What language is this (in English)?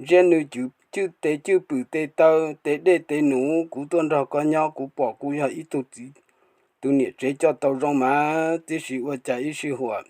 Hmong